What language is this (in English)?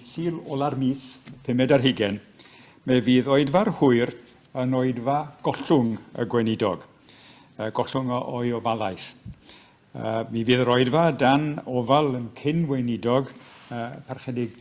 Welsh